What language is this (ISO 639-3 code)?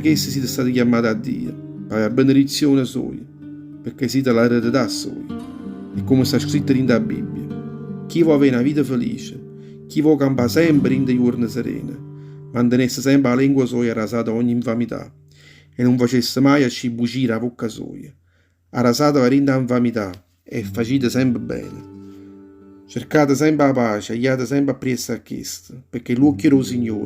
nap